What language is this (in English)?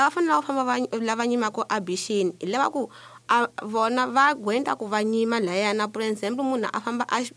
Tsonga